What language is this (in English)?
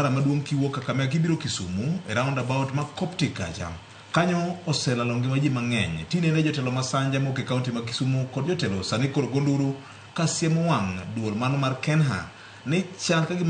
Luo (Kenya and Tanzania)